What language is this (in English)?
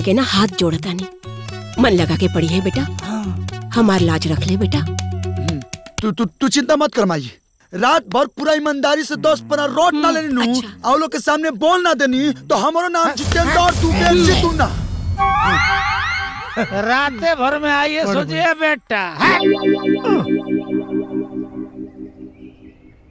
Bhojpuri